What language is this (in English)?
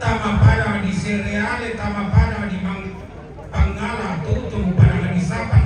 Toraja-Sa'dan